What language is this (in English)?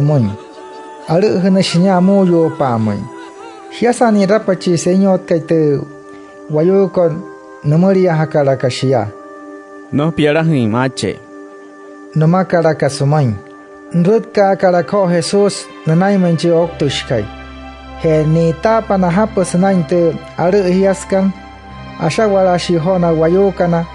Wayuu